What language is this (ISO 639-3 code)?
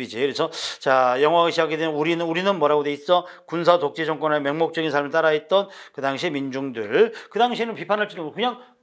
kor